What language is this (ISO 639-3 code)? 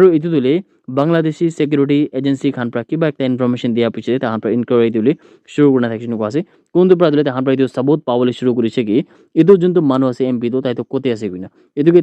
nag